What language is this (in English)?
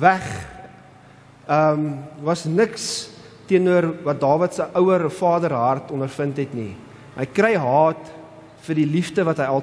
Afrikaans